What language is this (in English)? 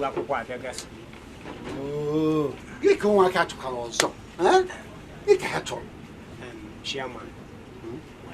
Igbo